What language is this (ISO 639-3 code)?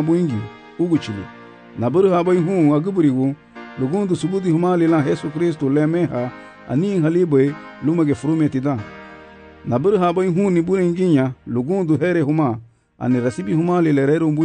cab